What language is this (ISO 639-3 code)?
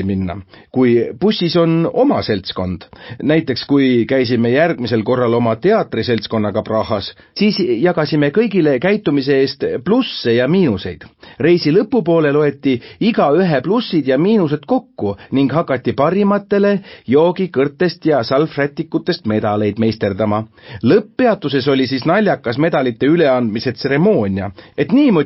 est